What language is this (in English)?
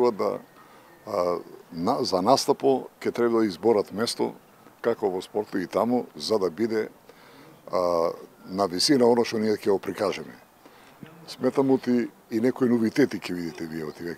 Macedonian